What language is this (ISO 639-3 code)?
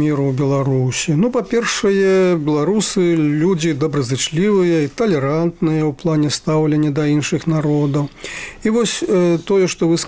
bel